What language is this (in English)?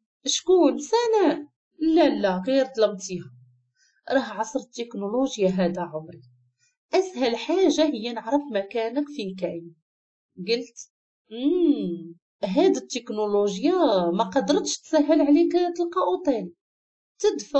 Moroccan Arabic